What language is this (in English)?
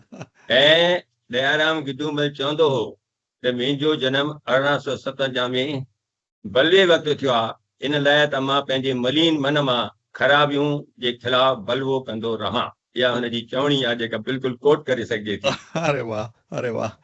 Sindhi